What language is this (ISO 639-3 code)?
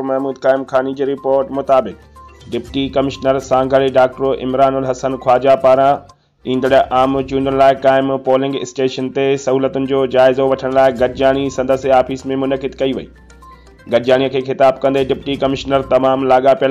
snd